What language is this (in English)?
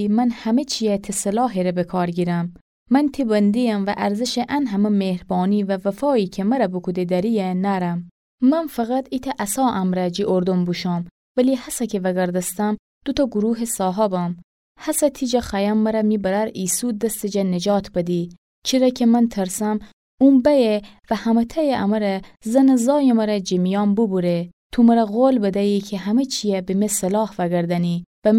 Gilaki